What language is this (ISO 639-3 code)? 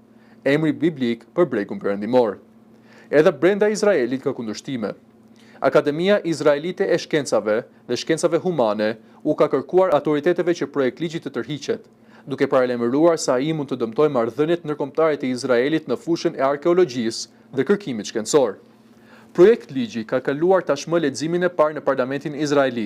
sqi